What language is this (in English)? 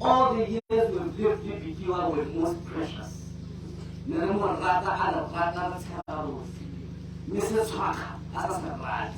Tswana